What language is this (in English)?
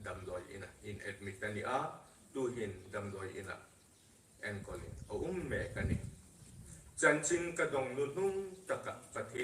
Hmar